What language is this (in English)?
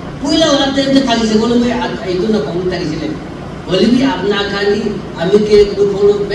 Naga Pidgin